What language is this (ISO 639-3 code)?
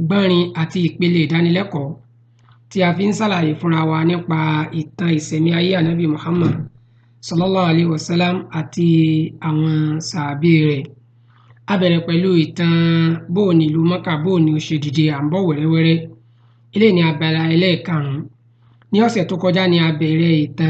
yor